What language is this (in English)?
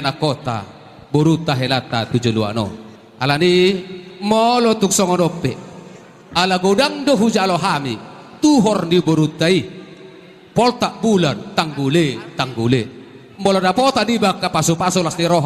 Batak Toba